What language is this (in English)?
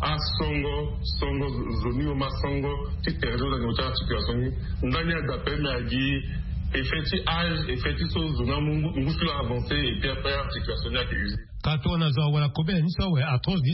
Sango